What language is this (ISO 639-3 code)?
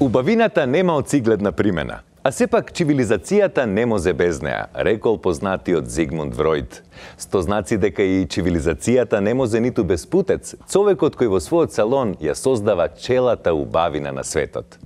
mkd